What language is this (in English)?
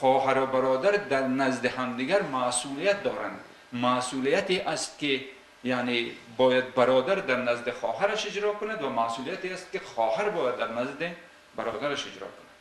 Tajik